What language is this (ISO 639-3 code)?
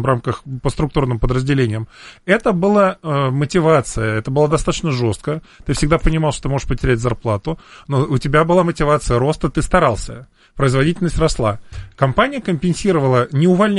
rus